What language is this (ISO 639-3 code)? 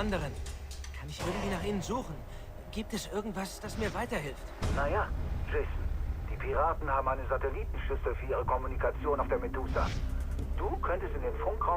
gsw